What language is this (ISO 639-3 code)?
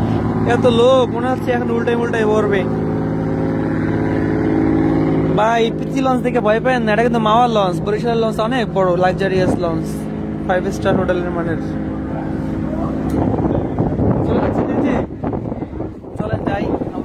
ben